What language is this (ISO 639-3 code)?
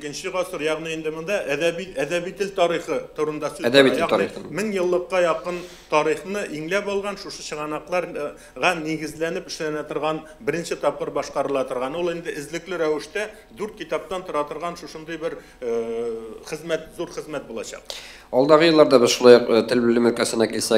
tat